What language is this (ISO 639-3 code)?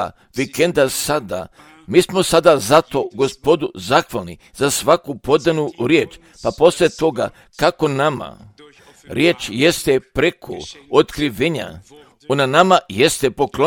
hrv